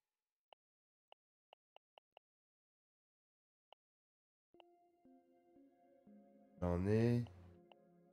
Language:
French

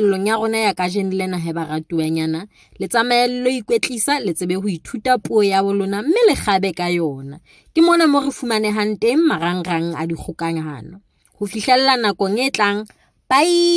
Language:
Southern Sotho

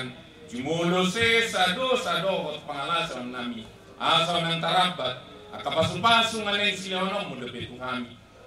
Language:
Batak Toba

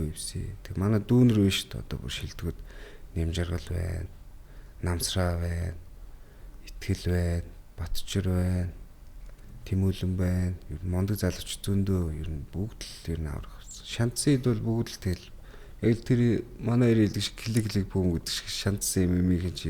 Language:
Mongolian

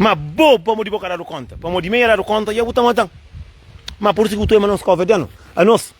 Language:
Kabuverdianu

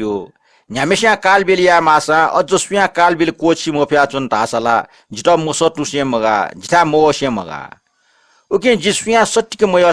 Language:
Newari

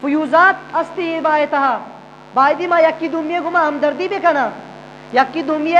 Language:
Eastern Balochi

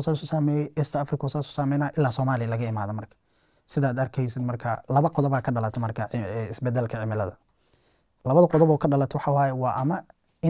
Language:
Somali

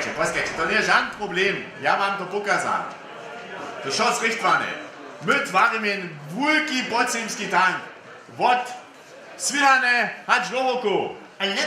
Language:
Upper Sorbian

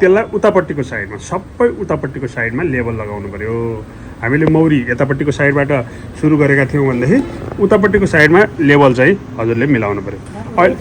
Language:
Nepali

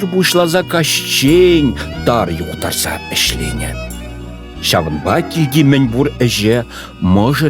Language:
Chuvash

